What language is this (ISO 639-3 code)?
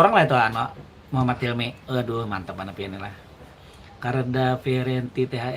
bjn